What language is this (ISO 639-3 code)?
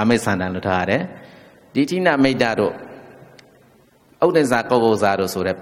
mya